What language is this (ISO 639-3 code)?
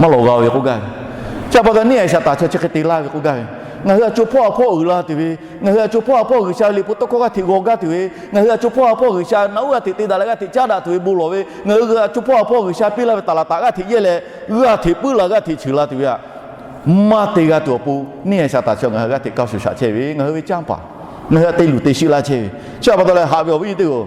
lhu